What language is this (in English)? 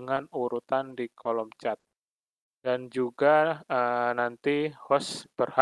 Indonesian